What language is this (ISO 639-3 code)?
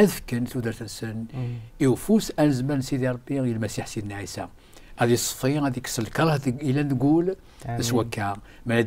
kab